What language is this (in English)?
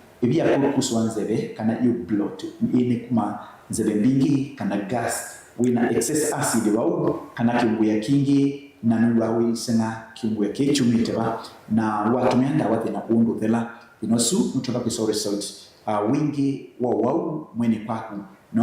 Kamba